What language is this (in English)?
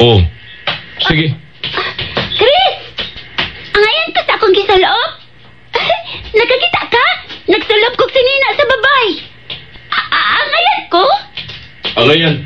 Cebuano